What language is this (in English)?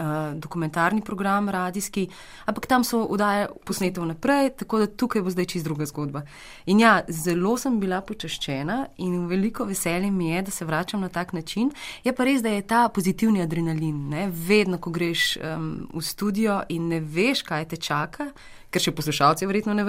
Slovenian